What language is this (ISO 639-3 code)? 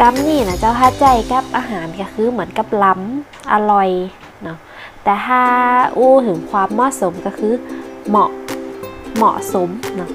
nod